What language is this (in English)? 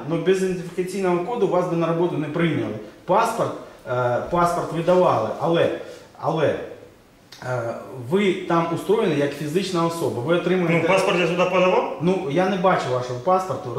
Ukrainian